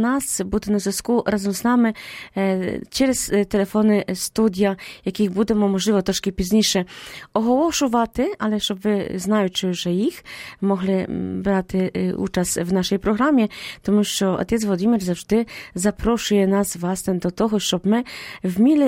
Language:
Ukrainian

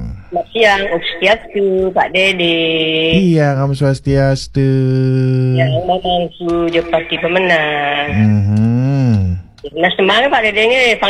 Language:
Balinese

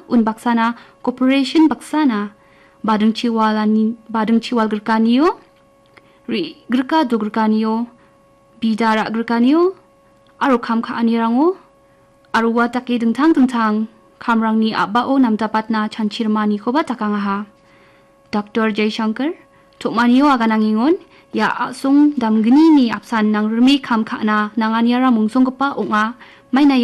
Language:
Garo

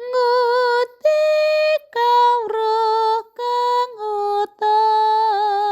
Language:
Javanese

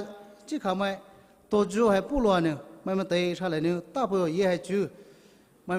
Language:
Poumei Naga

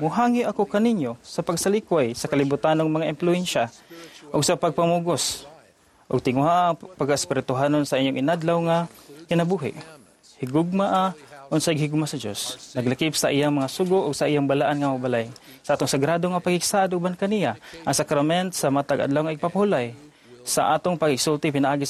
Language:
Cebuano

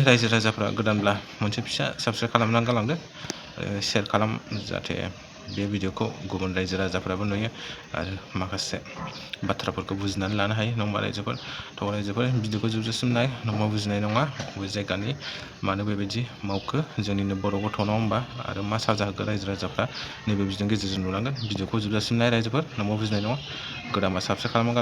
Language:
Bodo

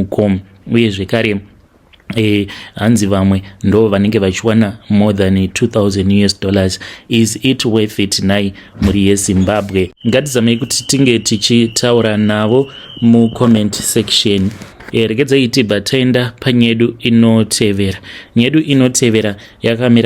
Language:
Shona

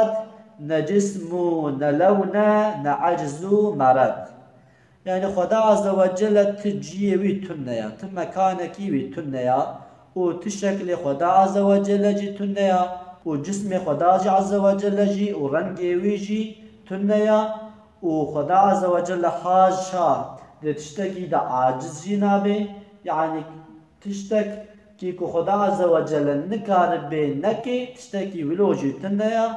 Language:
Kurdish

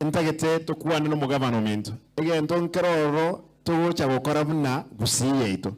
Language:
Gusii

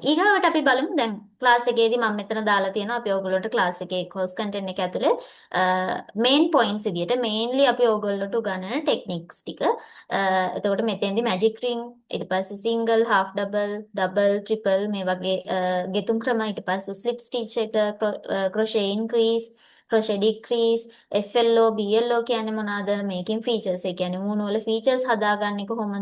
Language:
Sinhala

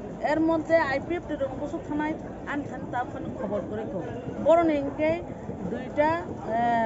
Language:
Kok Borok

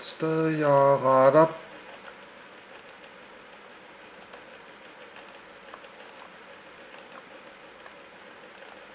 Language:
Danish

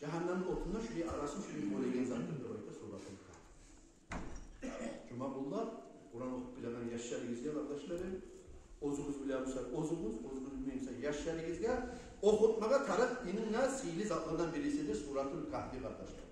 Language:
Kumyk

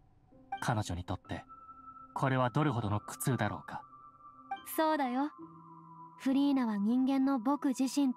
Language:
Japanese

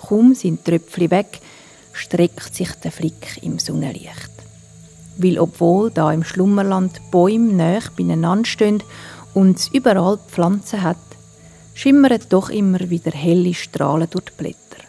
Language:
Swiss German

